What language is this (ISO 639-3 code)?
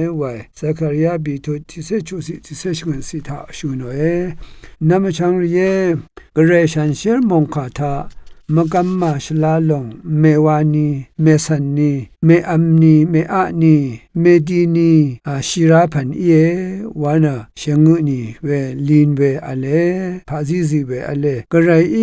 raw